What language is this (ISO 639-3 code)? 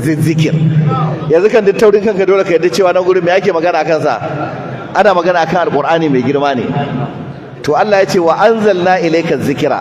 hau